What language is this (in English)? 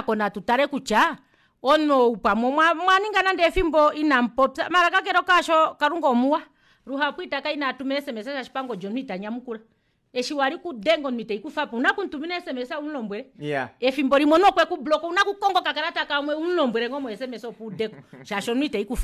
Kuanyama